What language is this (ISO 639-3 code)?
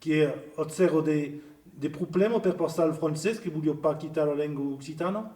oci